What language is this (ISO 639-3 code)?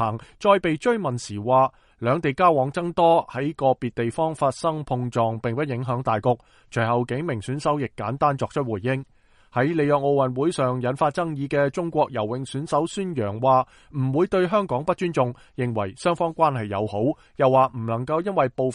yue